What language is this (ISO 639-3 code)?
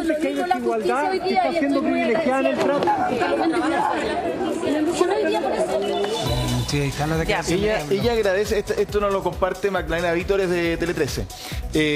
spa